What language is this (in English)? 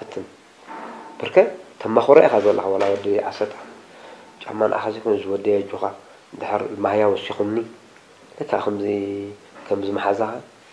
Tigrinya